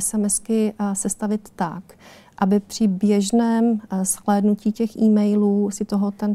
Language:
Czech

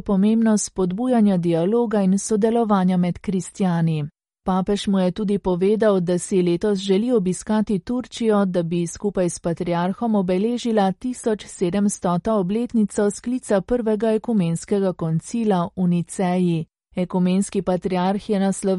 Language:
Slovenian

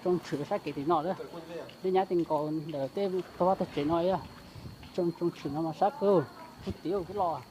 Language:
Hmong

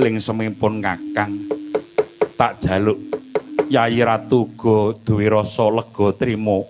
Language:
Javanese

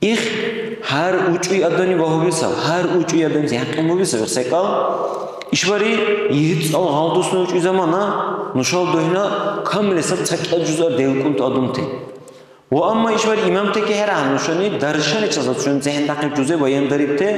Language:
Dargwa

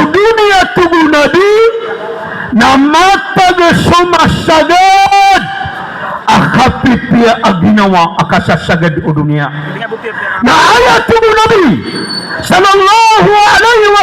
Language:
Maranao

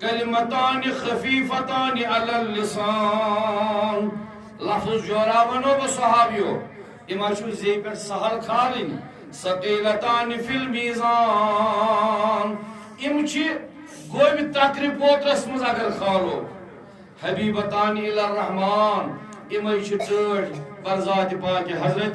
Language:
Kashmiri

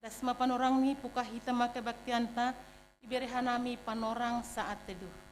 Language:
Batak Simalungun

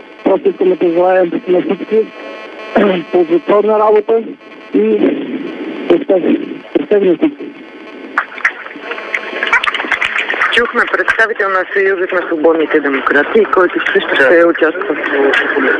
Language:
Bulgarian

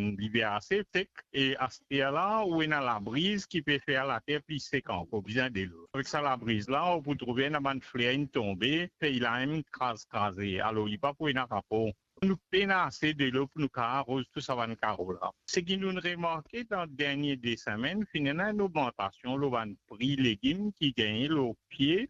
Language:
Morisyen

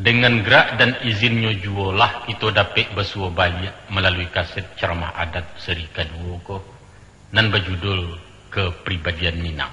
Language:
Minangkabau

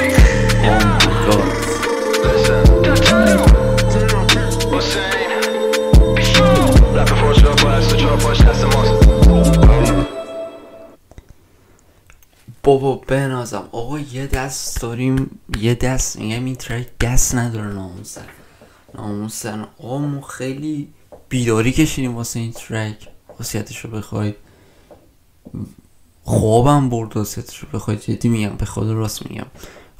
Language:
Persian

